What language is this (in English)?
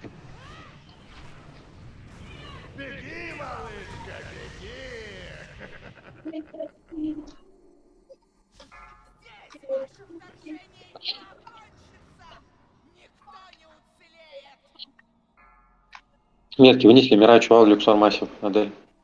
Russian